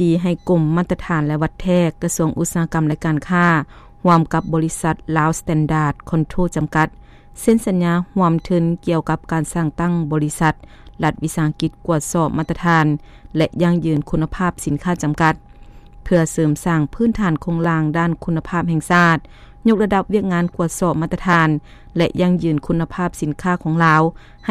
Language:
Lao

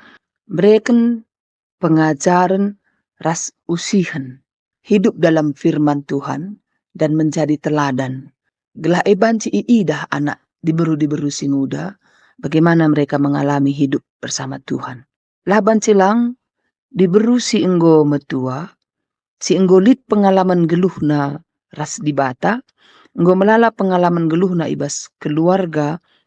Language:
Batak Karo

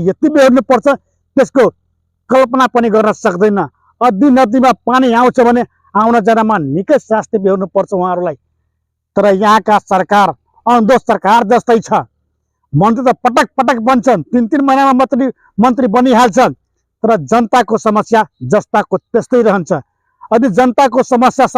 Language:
Nepali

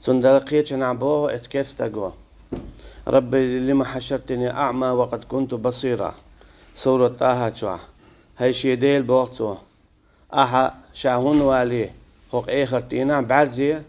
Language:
Chechen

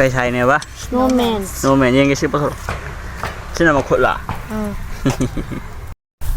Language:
Manipuri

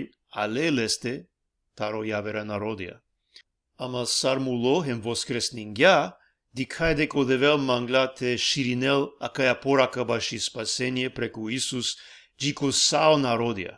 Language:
Balkan Romani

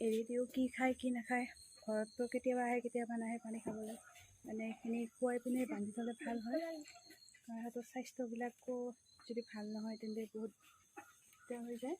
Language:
Assamese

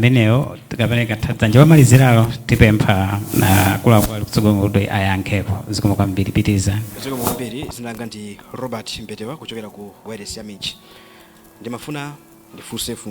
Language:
Nyanja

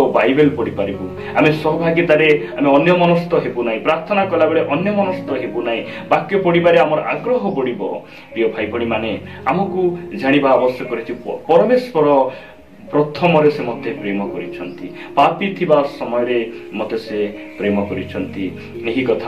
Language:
Odia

